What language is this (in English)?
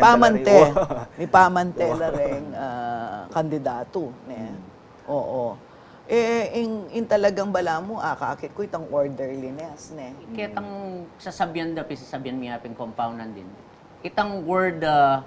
Pampanga